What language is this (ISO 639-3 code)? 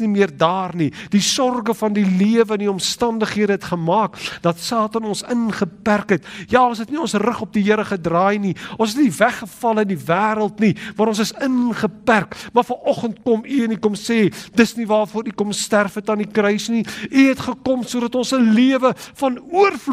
afr